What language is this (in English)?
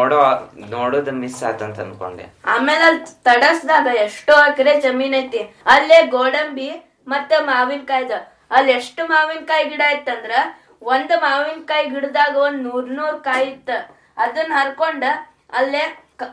Kannada